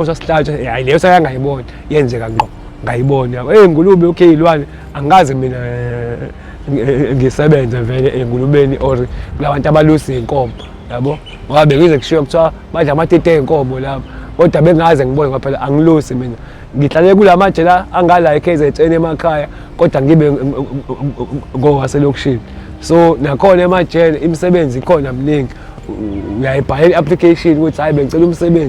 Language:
Zulu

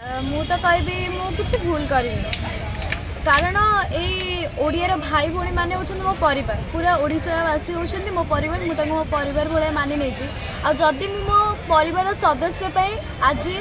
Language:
Odia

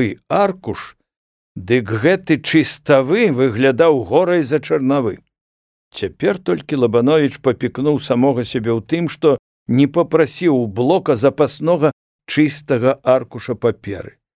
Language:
Belarusian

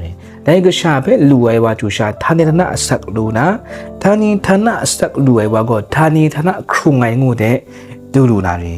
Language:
Kachin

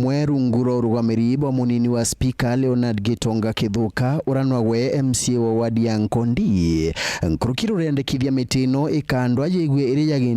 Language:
Meru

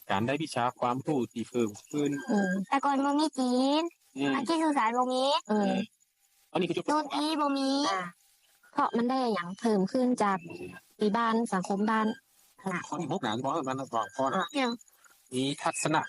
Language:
Northern Thai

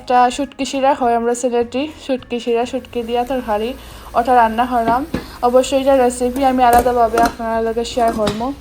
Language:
Sylheti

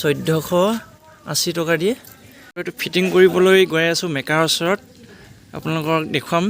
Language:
Assamese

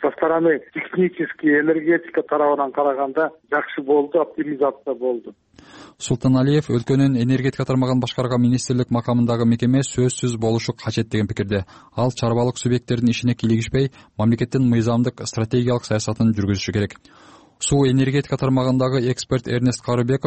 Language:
Kyrgyz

